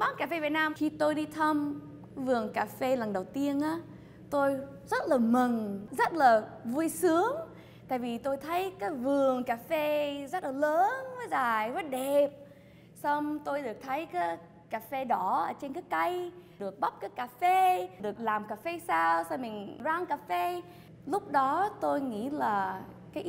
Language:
Vietnamese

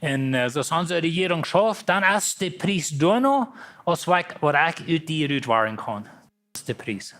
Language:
Plautdietsch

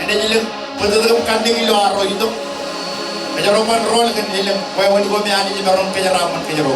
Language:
Marshallese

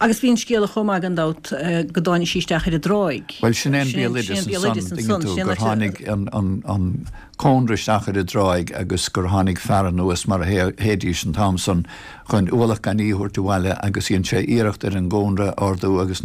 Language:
Irish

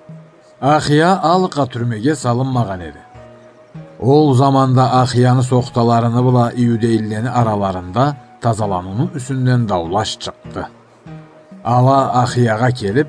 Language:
Karachay-Balkar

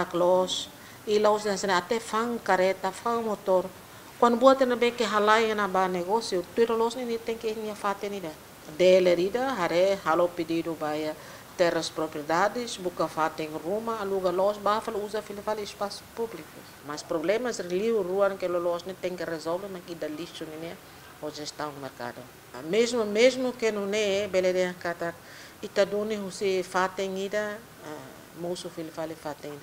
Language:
Tetum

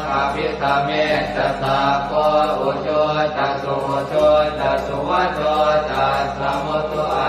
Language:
Pali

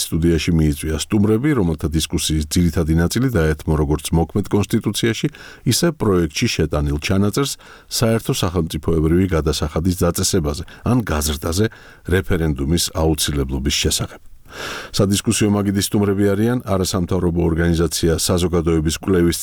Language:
Georgian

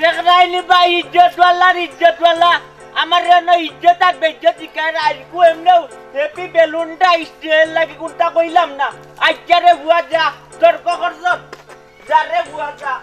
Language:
Sylheti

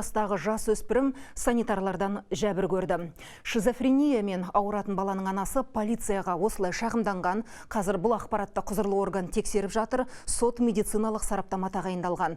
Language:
Kazakh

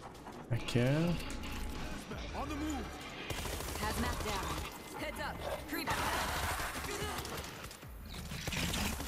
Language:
French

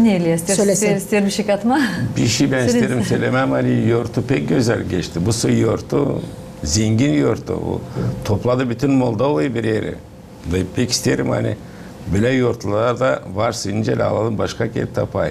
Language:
Gagauz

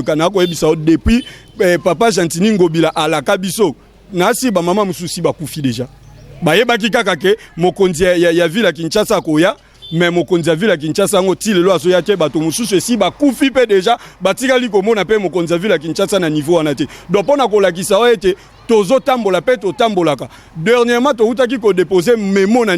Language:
Lingala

